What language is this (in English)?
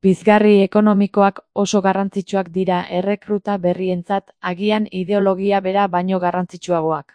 Basque